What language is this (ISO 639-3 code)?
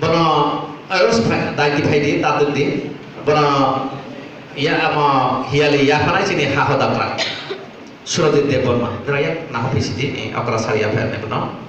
trp